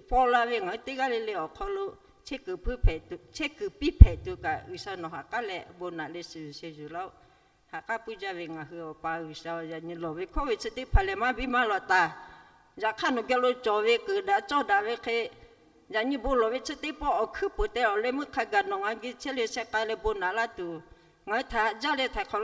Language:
Lahu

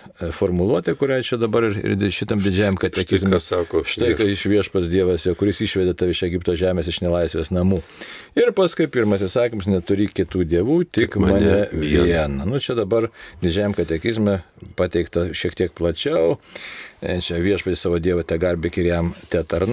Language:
Lithuanian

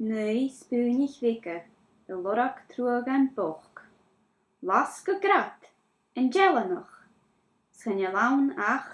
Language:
Scottish Gaelic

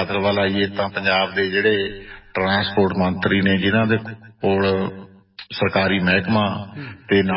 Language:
Punjabi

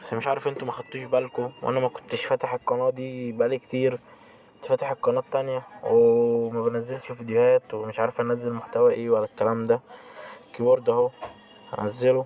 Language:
Egyptian Arabic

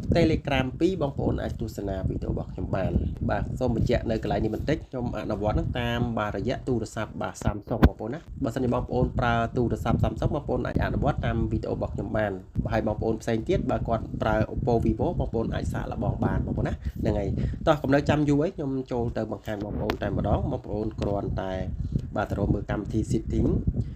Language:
Khmer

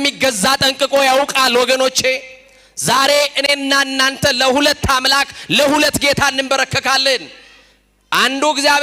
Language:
Amharic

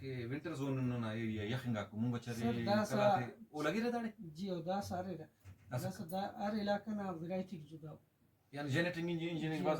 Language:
Brahui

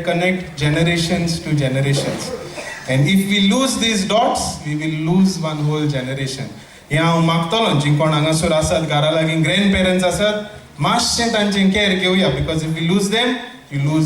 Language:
Konkani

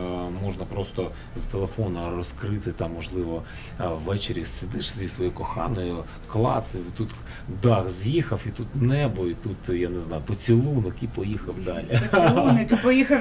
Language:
Ukrainian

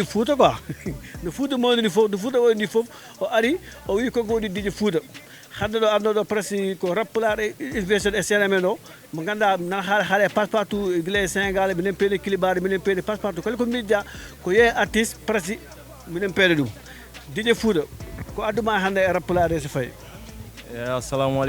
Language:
Fula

